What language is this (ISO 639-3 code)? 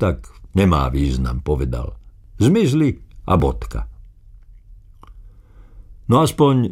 slk